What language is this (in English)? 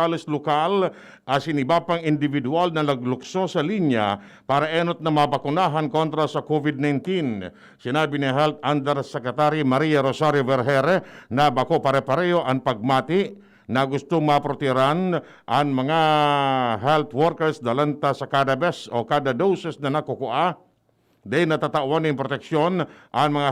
Bikol